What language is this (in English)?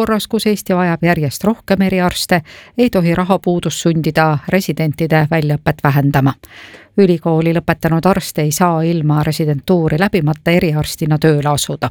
Estonian